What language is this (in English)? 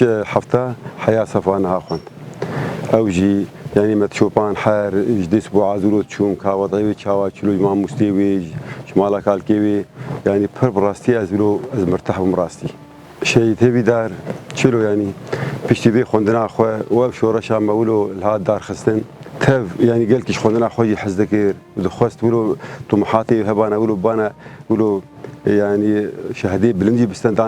Kurdish